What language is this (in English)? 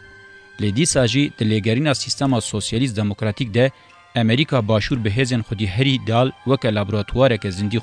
Kurdish